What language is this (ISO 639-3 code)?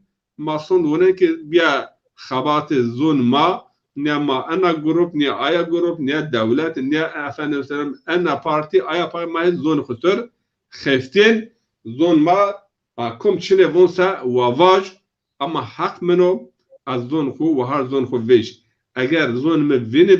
zza